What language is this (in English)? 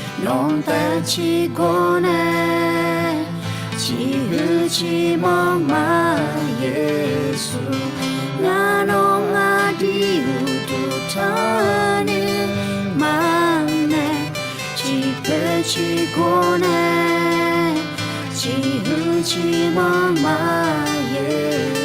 Akha